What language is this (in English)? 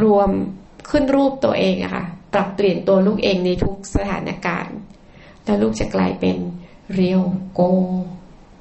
Thai